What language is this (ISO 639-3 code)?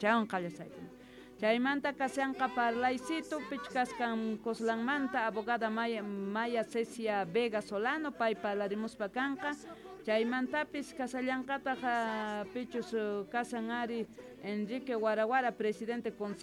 que